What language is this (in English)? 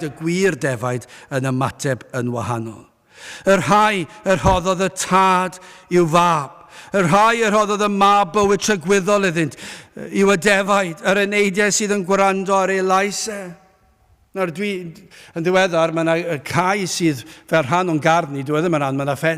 Welsh